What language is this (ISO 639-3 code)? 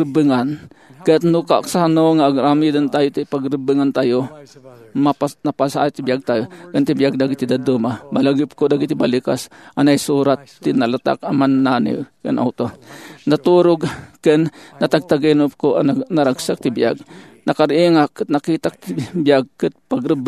ilo